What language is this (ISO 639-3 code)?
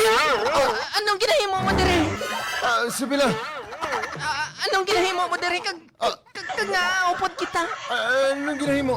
hil